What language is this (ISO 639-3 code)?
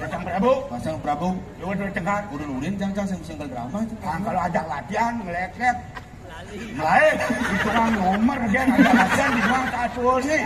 ban